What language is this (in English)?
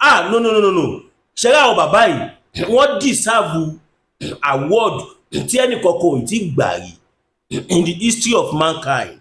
Yoruba